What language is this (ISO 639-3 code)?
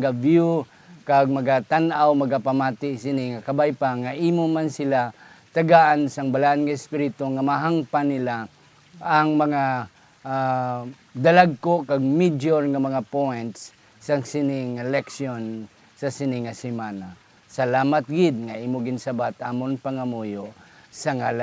hil